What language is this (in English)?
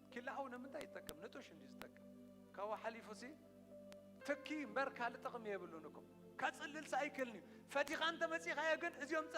Tigrinya